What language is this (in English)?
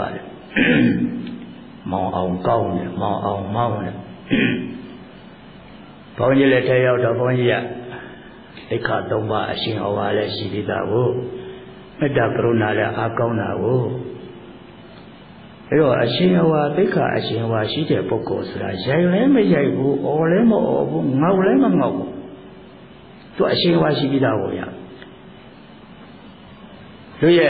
Burmese